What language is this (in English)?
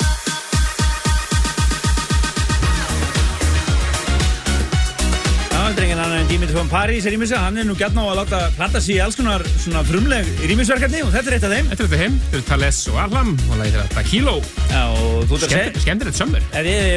Icelandic